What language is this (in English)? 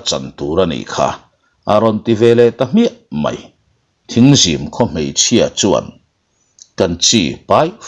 Mizo